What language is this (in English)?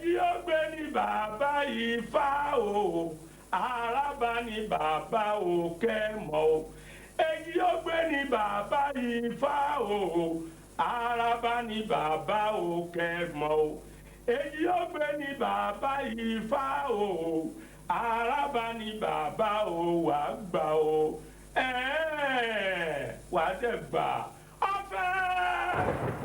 Yoruba